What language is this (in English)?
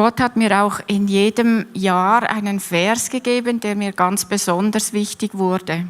Swiss German